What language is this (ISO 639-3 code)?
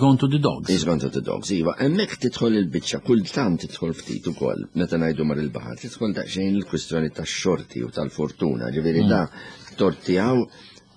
mlt